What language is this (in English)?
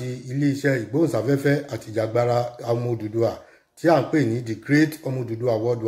Yoruba